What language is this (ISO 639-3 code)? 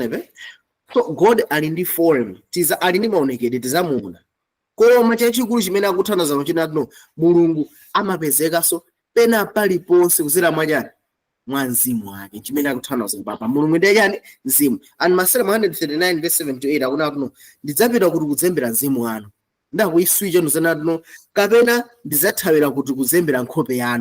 nya